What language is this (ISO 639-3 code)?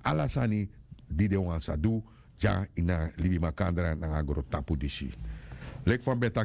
srn